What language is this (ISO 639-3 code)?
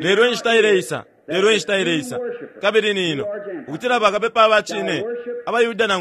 bem